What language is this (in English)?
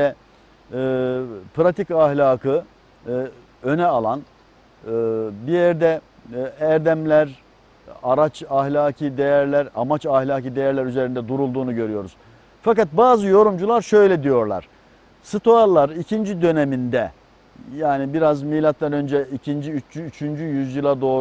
Turkish